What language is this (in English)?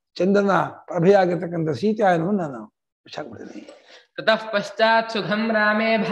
Kannada